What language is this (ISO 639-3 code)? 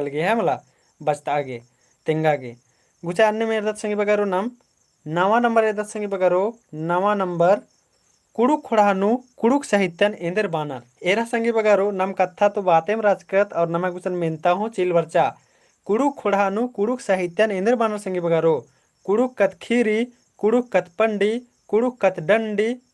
kru